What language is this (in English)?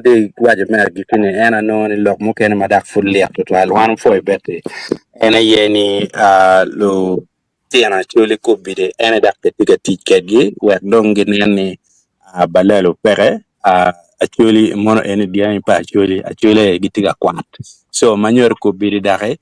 Acoli